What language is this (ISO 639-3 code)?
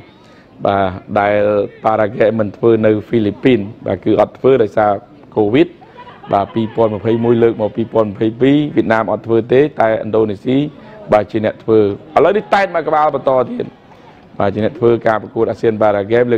khm